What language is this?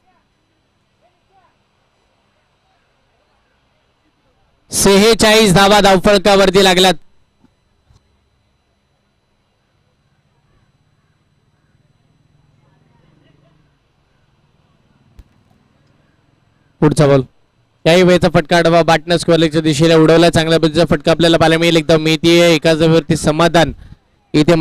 Marathi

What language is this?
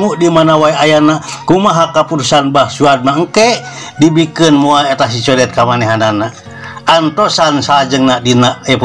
Sundanese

